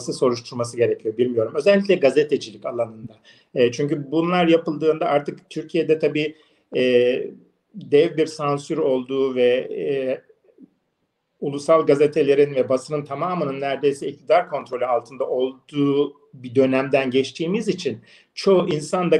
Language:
Turkish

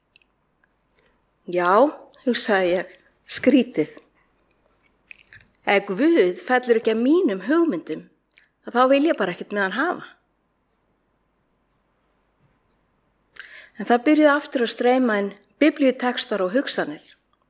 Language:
Icelandic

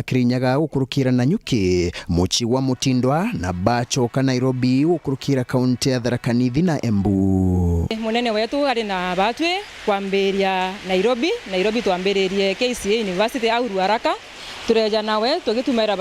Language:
Meru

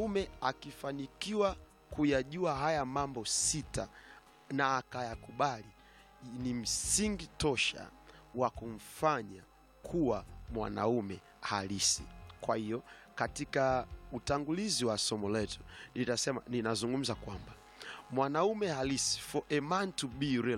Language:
Swahili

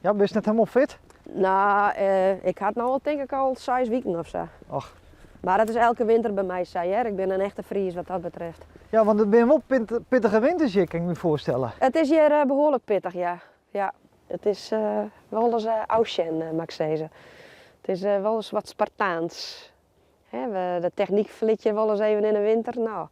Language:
Western Frisian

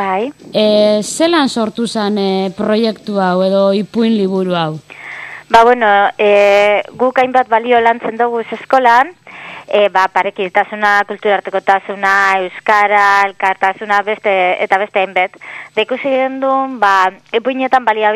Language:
Basque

